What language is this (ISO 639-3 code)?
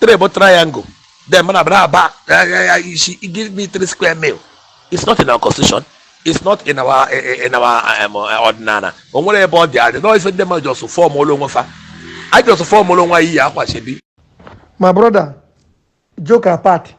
ibo